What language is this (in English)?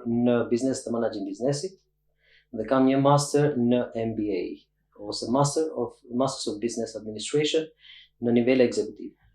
Albanian